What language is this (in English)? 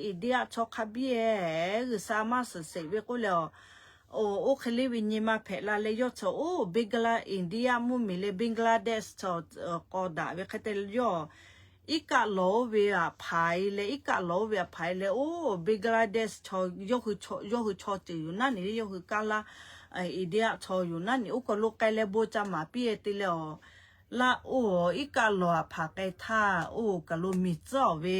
Lahu